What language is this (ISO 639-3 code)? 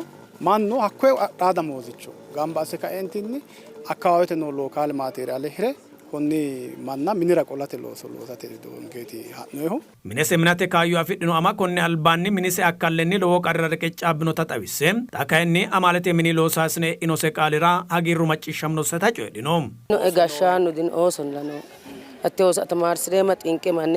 sid